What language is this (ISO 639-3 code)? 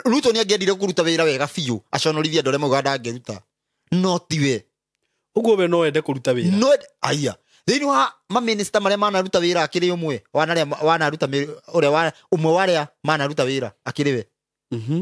kik